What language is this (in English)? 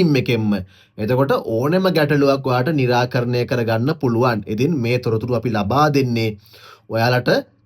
Sinhala